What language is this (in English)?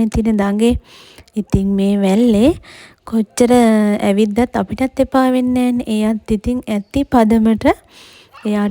Sinhala